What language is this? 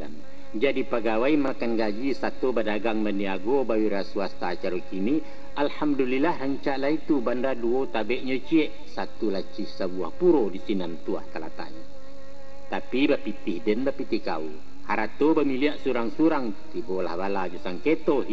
Minangkabau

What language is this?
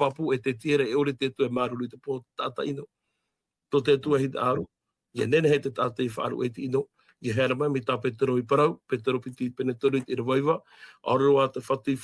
Tahitian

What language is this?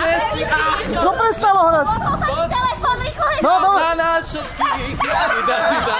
Slovak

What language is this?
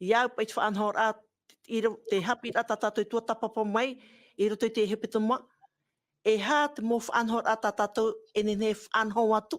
Tahitian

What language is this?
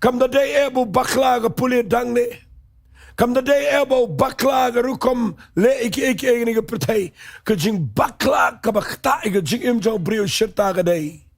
Khasi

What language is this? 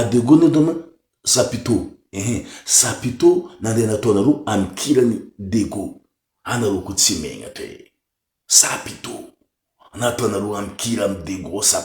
Malagasy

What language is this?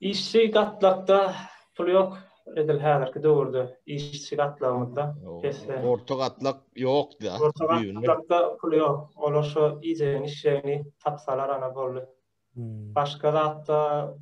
Turkmen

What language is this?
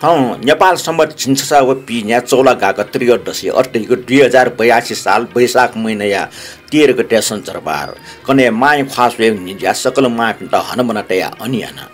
Newari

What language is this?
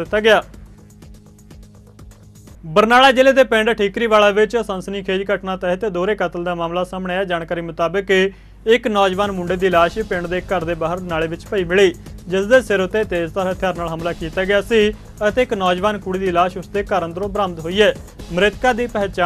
Punjabi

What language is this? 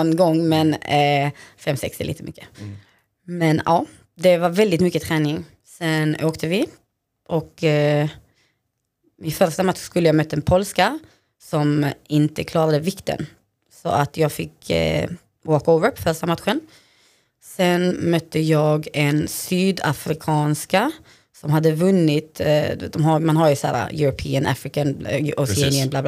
Swedish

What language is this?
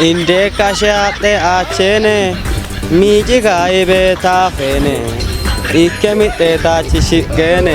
Kafa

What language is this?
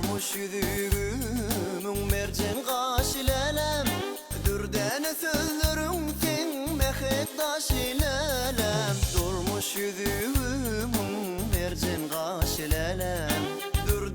Turkmen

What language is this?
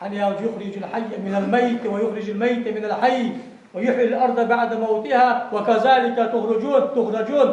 Ingush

